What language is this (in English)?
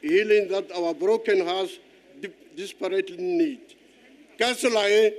Tswana